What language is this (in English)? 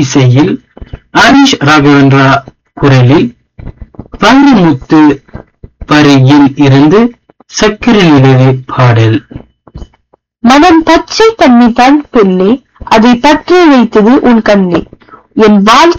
Tamil